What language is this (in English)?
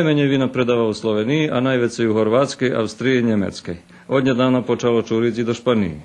Rusyn